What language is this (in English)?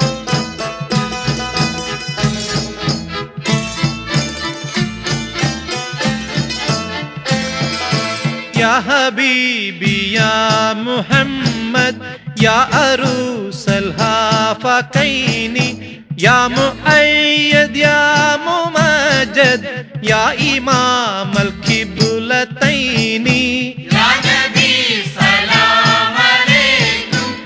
Malayalam